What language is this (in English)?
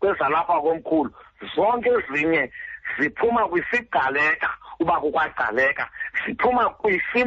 Xhosa